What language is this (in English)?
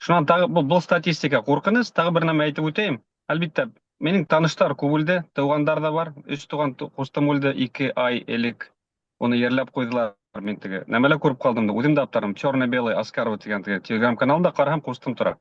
Bashkir